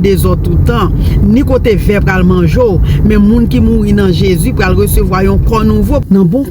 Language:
Haitian Creole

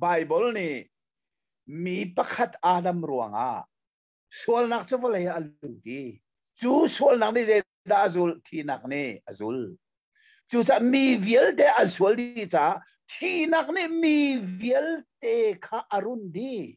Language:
Hakha Chin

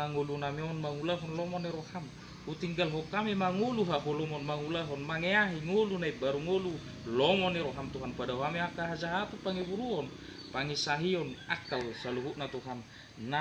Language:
Batak Toba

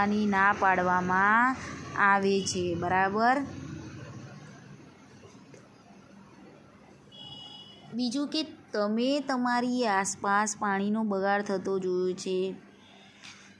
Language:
Gujarati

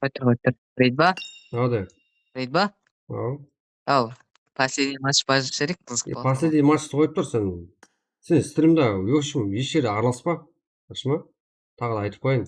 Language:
Kara-Kalpak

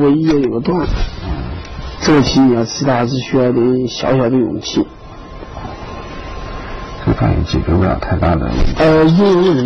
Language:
Chinese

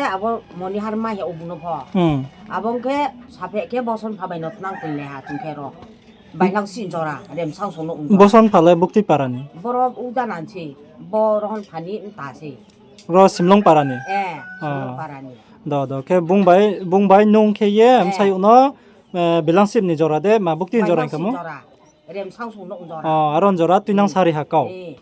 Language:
Riang (India)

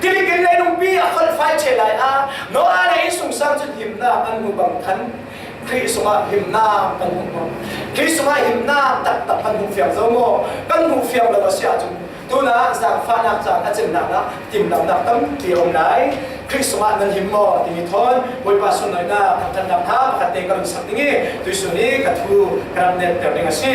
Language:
Falam Chin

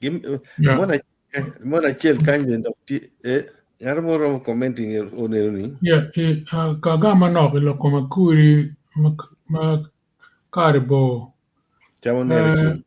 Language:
Acoli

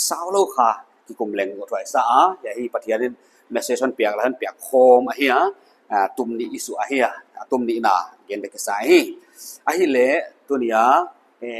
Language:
Paite Chin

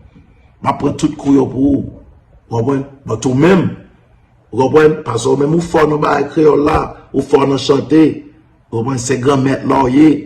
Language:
Haitian Creole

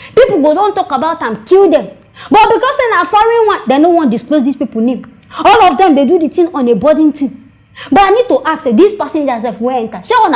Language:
Nigerian Pidgin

